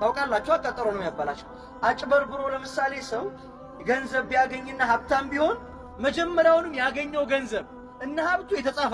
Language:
Amharic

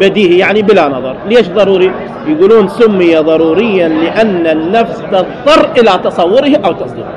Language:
Mesopotamian Arabic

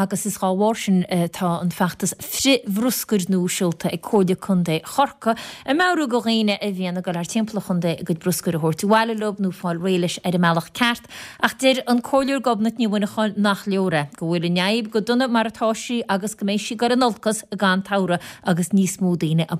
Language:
Irish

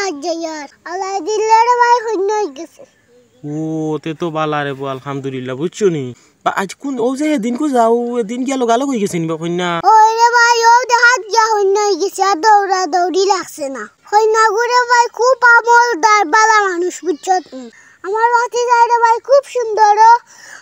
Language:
Sylheti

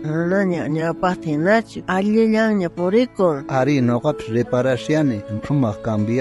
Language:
South Bolivian Quechua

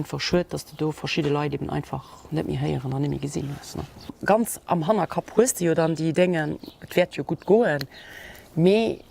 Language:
Luxembourgish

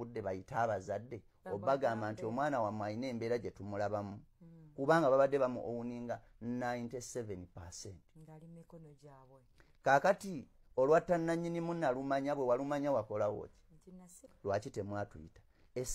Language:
Ganda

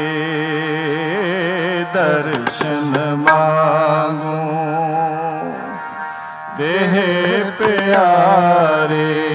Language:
Punjabi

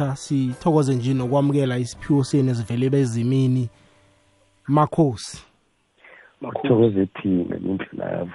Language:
South Ndebele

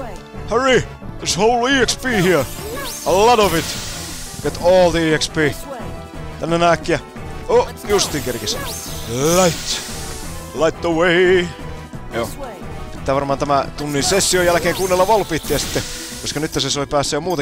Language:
Finnish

